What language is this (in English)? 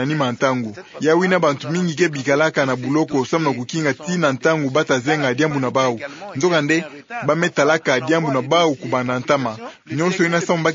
Kituba (Democratic Republic of Congo)